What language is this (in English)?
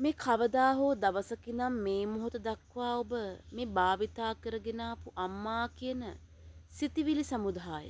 Sinhala